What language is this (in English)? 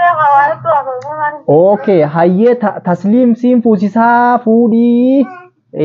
Oromo